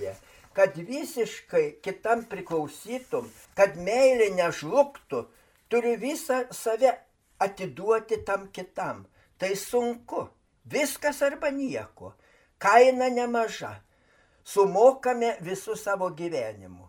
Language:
Lithuanian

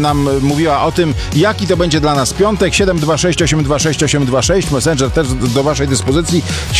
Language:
Polish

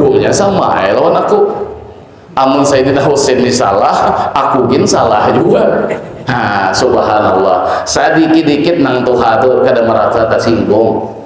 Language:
Banjar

